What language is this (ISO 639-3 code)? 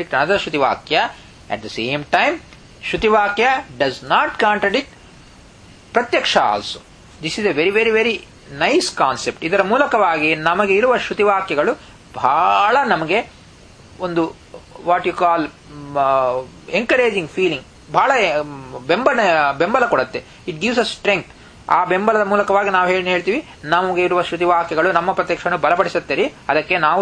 kan